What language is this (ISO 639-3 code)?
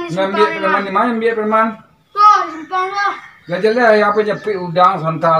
min